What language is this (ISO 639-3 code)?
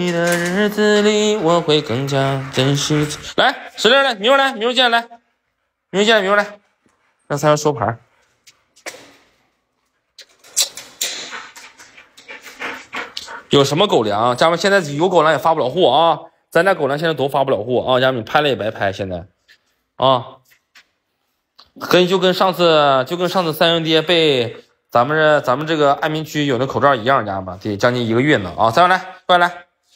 zho